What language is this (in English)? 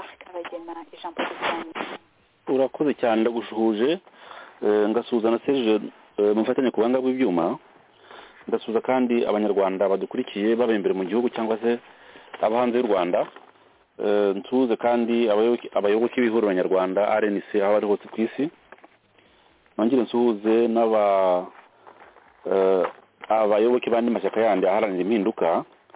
Kinyarwanda